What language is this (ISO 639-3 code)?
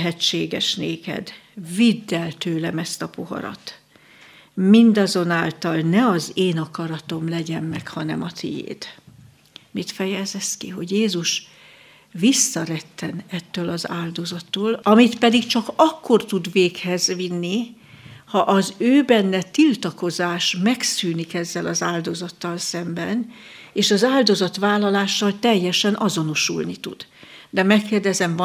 hun